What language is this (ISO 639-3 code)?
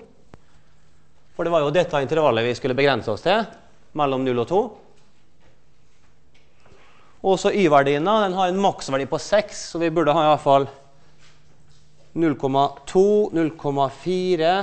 nor